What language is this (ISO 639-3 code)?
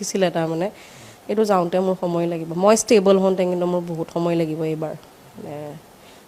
asm